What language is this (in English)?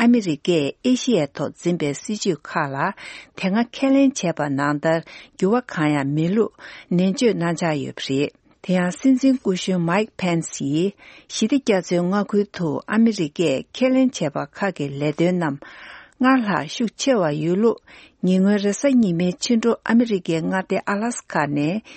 Tibetan